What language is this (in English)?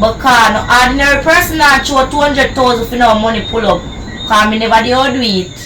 Jamaican Creole English